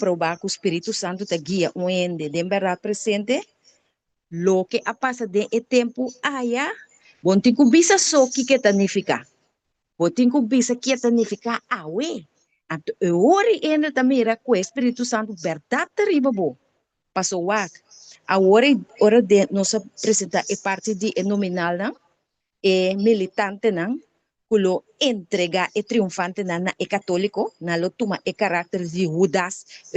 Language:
Papiamento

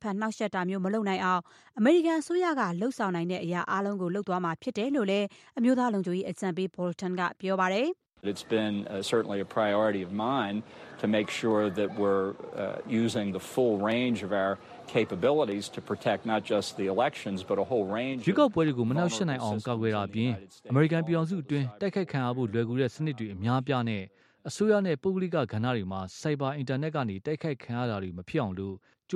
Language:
Burmese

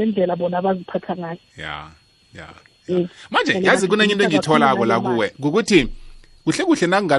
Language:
South Ndebele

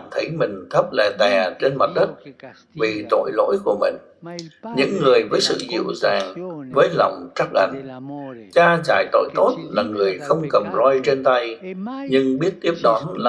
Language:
Vietnamese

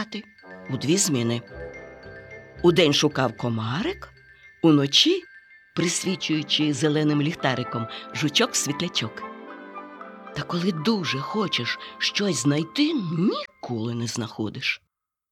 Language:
Ukrainian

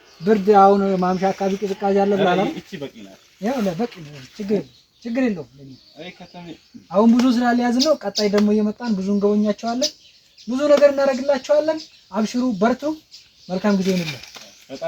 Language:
Amharic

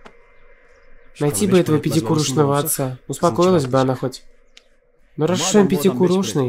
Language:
Russian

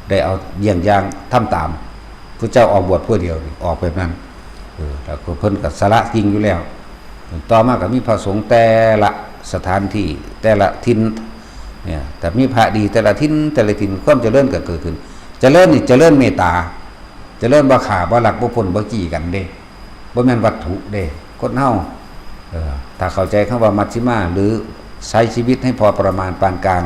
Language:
Lao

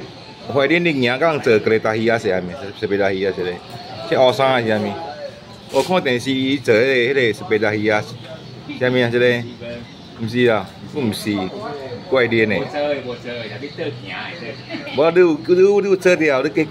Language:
Min Nan Chinese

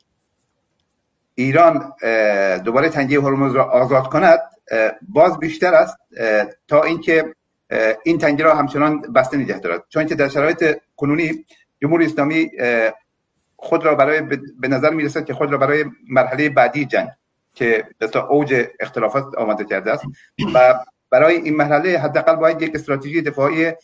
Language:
Persian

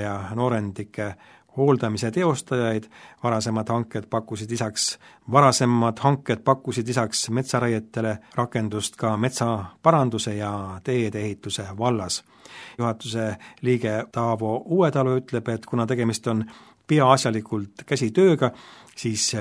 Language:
Estonian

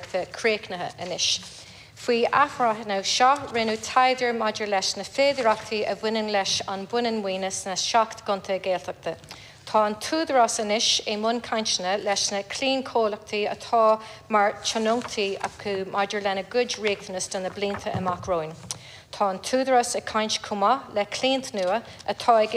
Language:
Irish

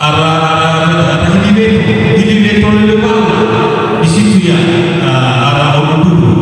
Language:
Nias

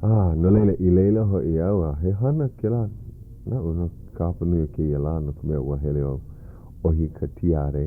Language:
Hawaiian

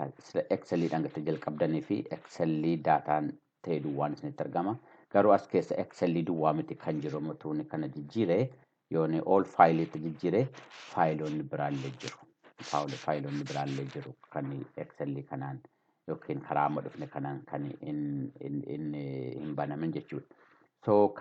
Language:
Oromo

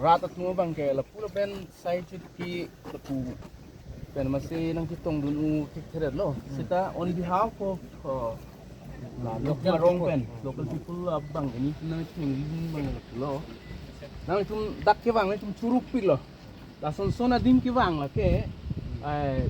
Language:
Karbi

